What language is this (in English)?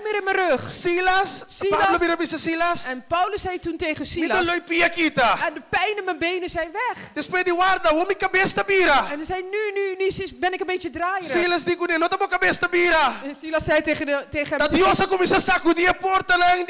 Papiamento